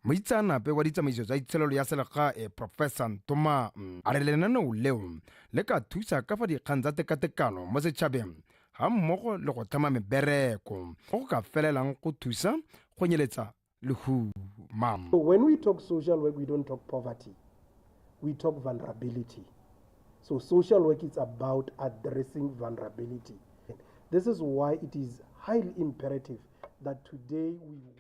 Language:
Tswana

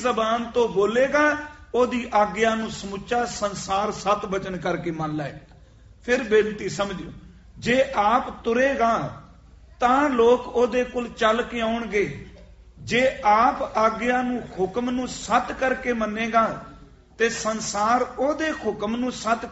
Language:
Punjabi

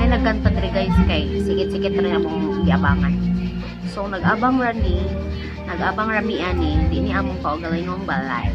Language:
Cebuano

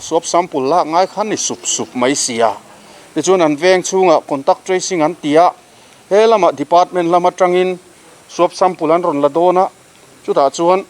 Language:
Mizo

